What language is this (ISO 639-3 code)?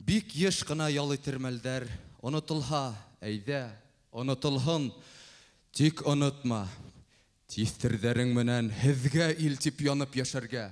bak